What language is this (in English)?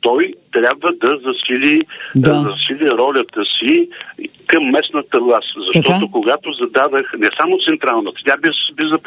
Bulgarian